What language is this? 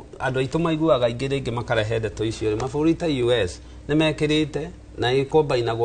Kikuyu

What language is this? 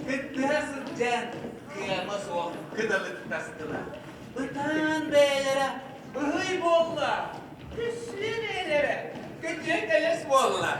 Yakut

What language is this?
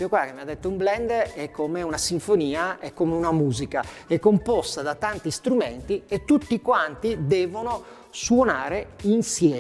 Italian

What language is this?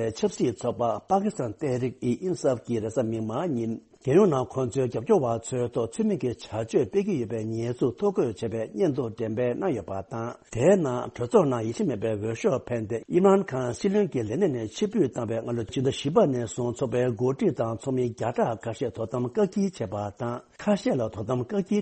Tibetan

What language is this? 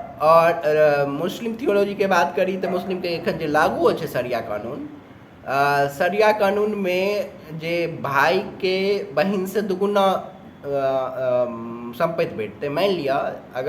Maithili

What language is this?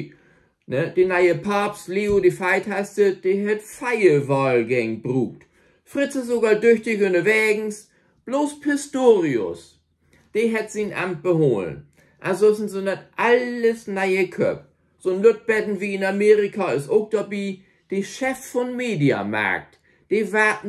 Low German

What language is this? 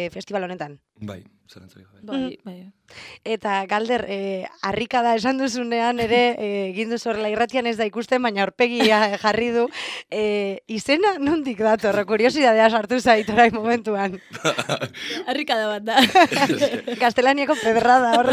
Basque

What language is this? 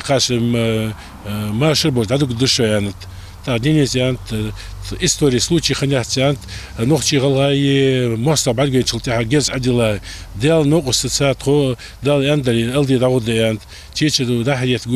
Ingush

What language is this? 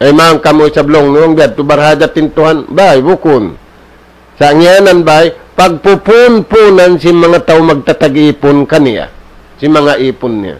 Tausug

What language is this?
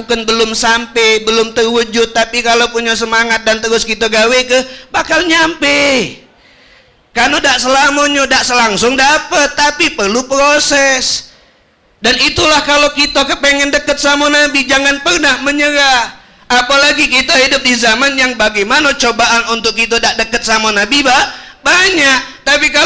Musi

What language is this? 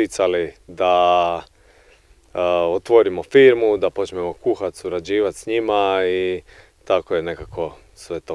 Croatian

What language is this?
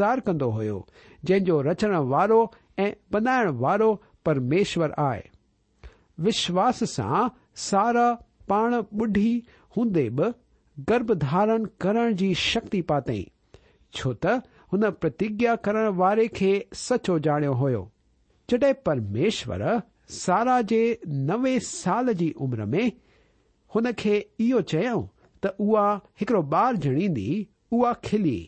Sindhi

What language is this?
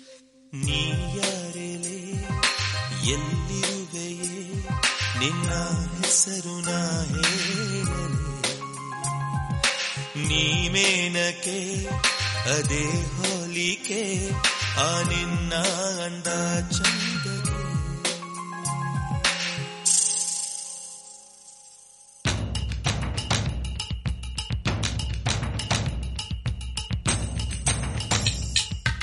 Kannada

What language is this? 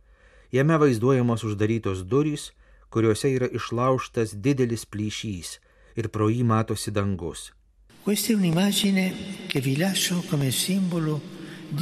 Lithuanian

